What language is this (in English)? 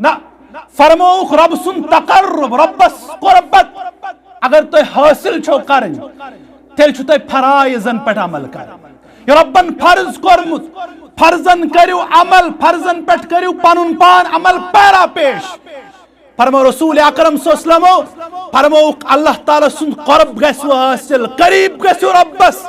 Kashmiri